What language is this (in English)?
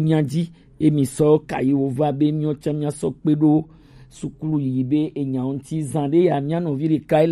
Gen